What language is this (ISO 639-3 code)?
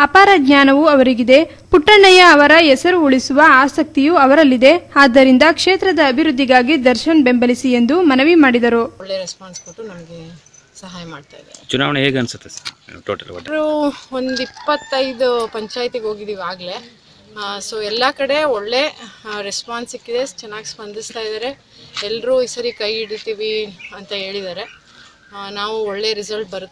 kan